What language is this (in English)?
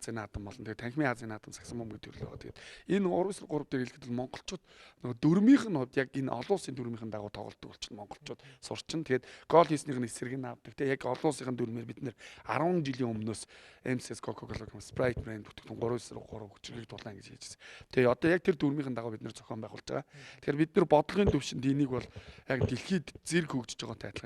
Mongolian